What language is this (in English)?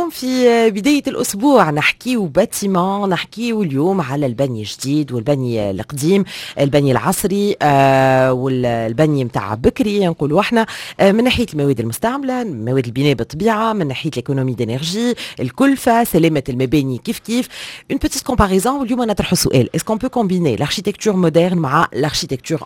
Tunisian Arabic